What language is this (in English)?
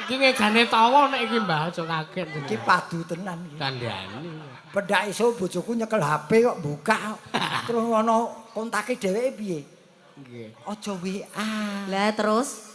Javanese